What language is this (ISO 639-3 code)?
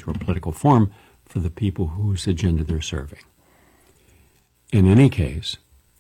eng